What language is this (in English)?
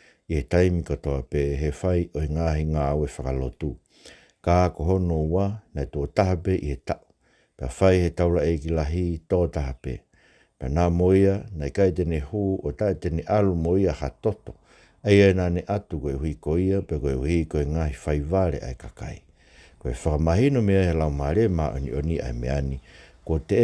Tongan